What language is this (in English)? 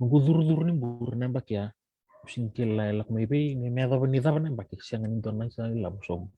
Fijian